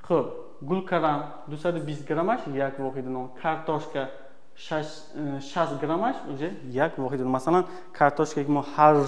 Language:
Tajik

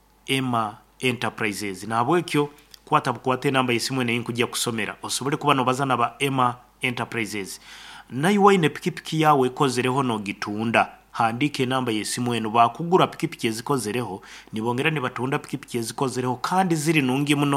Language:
Nyankole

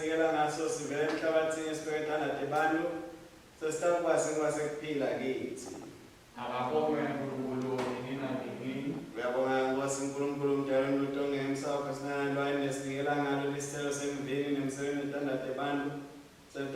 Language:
Swati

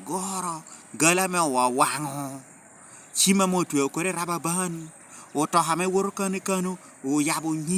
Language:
Lango (Uganda)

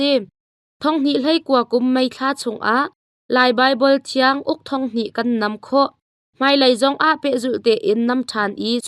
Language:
Hakha Chin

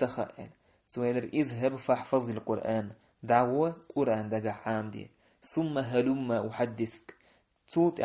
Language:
Chechen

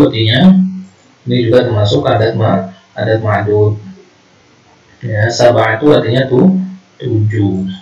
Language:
Indonesian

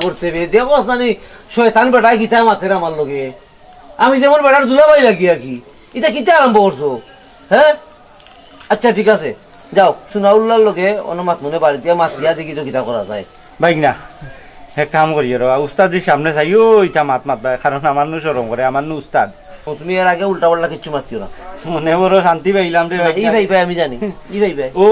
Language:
Sylheti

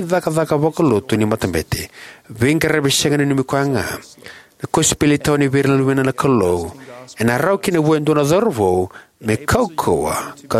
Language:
Fijian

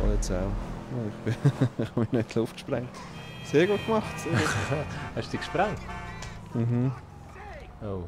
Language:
Swiss German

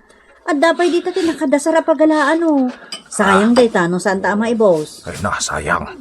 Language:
Iloko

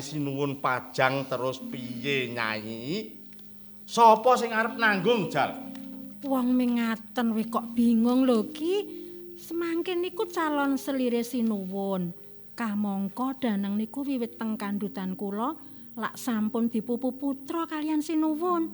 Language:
Javanese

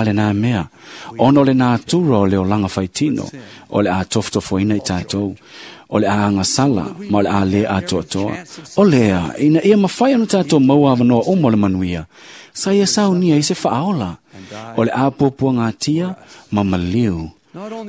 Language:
Samoan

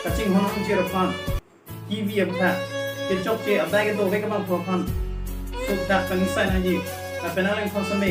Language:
Karbi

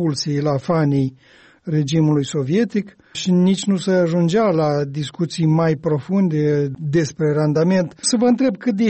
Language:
Romanian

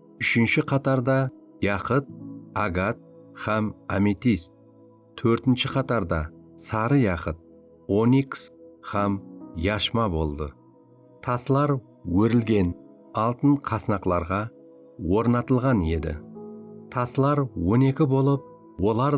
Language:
Kara-Kalpak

